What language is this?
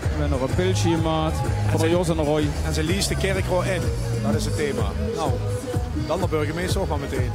Limburgish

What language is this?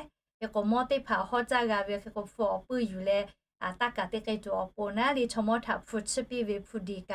Lahu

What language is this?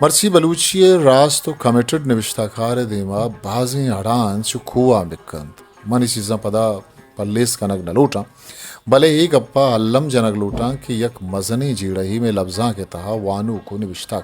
Eastern Balochi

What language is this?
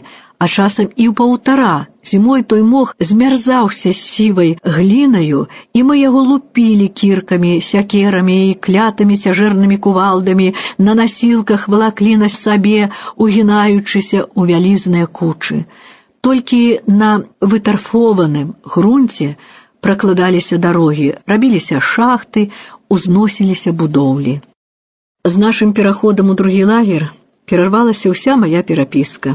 Belarusian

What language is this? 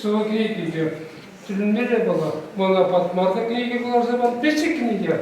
Chuvash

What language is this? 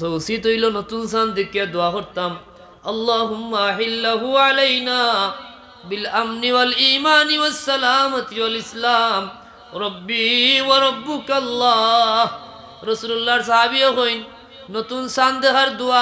Sylheti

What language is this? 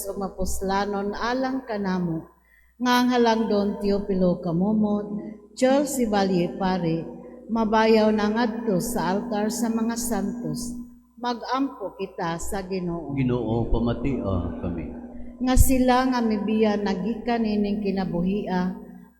Cebuano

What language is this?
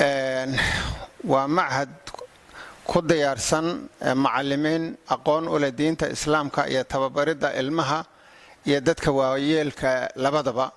Somali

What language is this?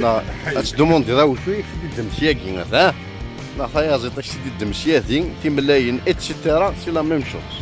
Kabyle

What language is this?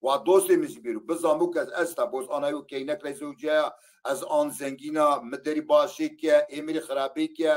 Zaza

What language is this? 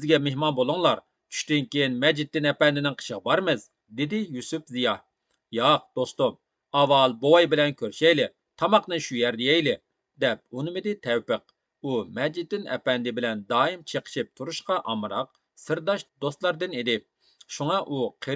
Uyghur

